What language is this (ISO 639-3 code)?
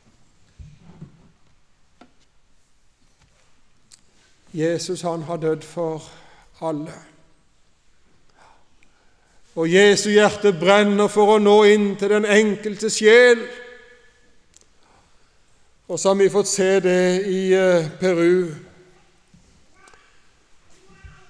nor